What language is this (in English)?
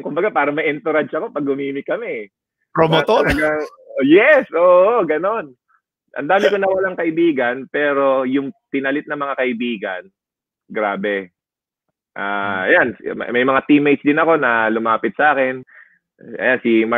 Filipino